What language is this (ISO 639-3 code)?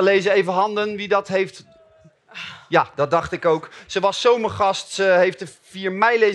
nld